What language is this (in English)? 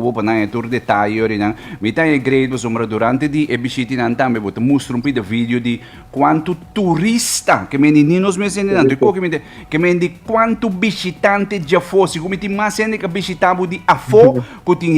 Papiamento